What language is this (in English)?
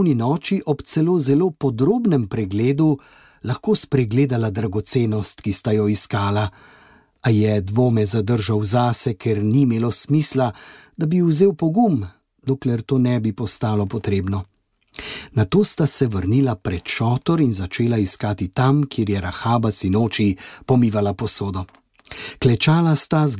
Slovenian